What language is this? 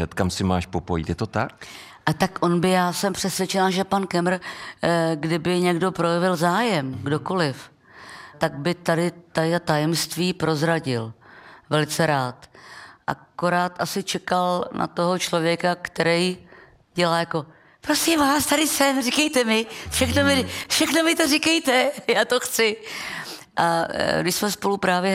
Czech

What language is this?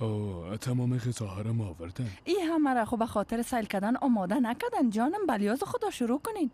Persian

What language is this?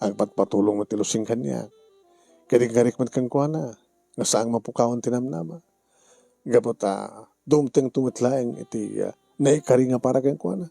Iloko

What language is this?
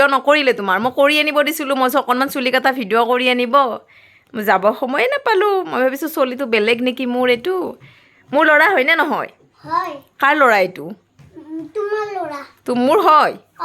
Assamese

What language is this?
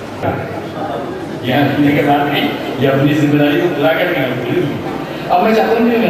Urdu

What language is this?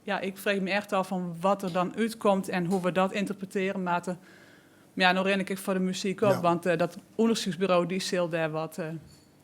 Western Frisian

